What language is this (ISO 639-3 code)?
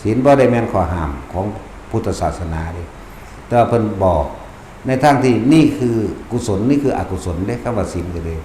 tts